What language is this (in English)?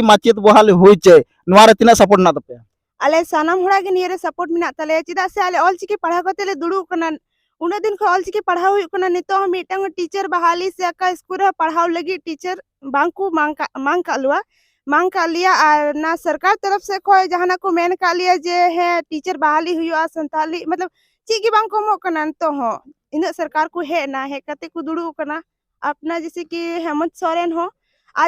Santali